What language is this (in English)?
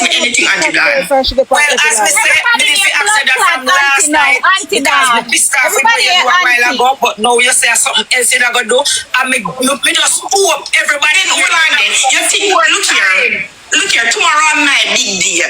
Jamaican Creole English